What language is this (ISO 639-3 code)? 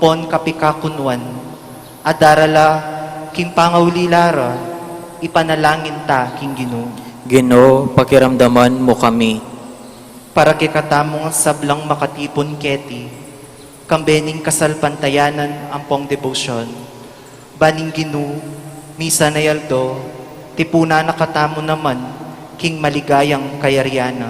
pam